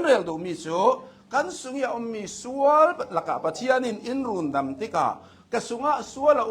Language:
Hakha Chin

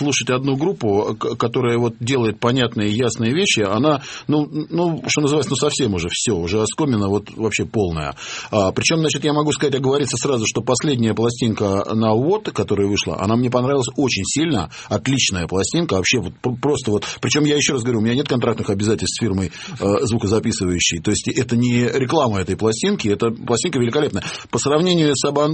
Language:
Russian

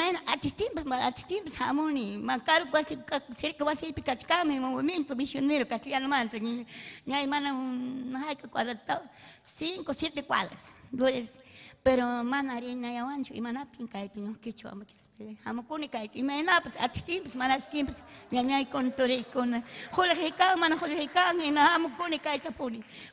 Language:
Ayacucho Quechua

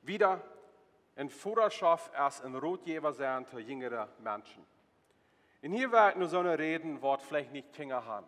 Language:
Plautdietsch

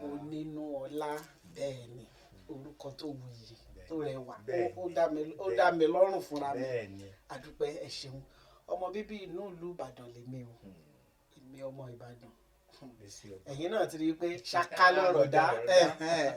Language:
Yoruba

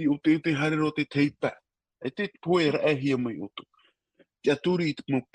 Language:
Tahitian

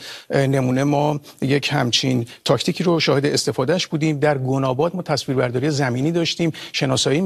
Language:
Persian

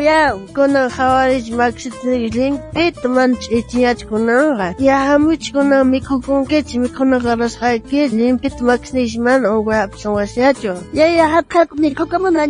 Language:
South Bolivian Quechua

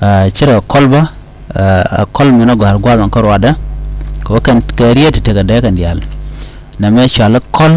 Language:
Nuer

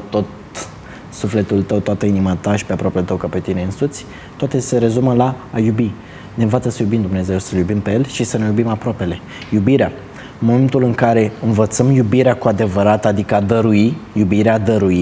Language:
Romanian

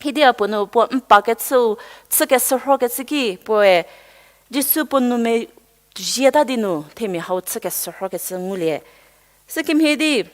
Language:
Angami Naga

